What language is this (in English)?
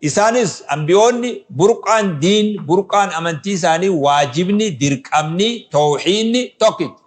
Oromo